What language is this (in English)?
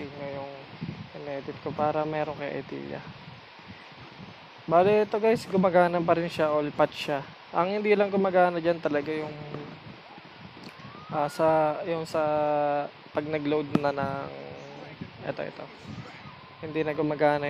Filipino